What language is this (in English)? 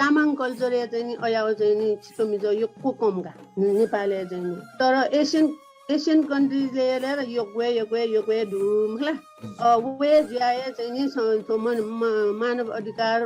Newari